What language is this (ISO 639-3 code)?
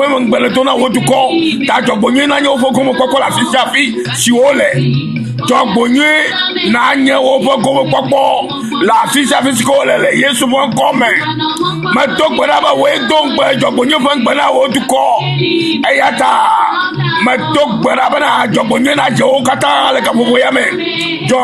ewe